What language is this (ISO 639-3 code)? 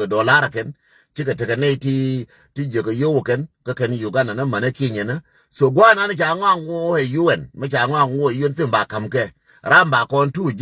nus